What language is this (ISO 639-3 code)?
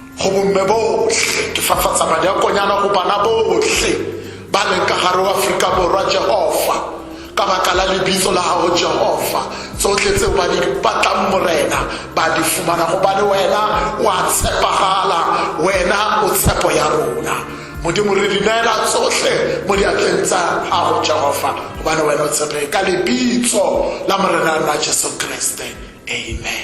tsn